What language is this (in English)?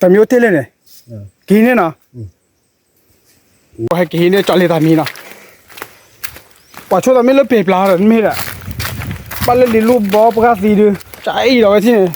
S'gaw Karen